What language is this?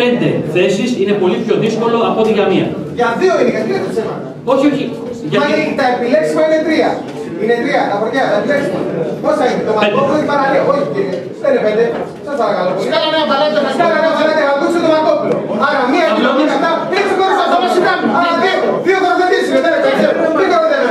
Greek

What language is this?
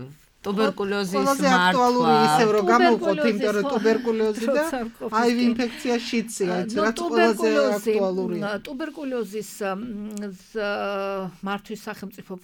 Georgian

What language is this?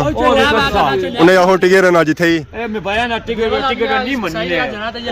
Pahari-Potwari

